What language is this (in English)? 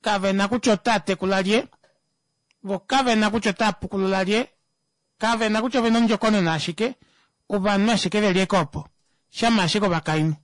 Kuanyama